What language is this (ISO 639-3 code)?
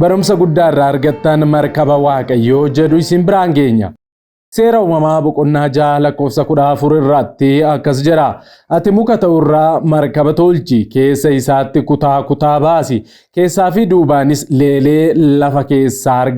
orm